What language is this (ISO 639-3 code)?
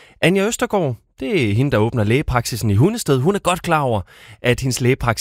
dan